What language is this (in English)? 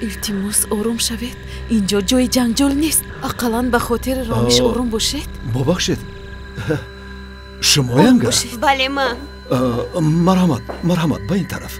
Tajik